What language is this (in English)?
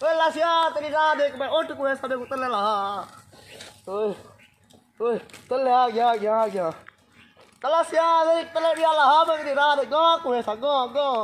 Saraiki